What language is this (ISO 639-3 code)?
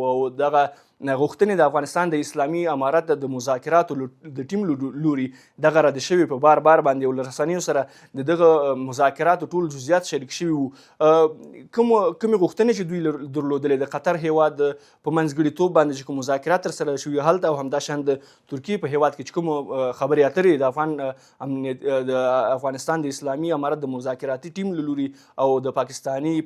pus